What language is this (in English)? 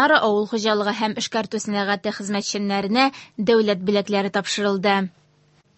Tatar